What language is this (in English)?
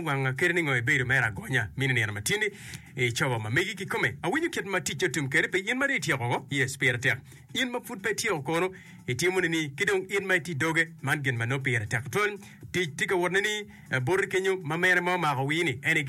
Acoli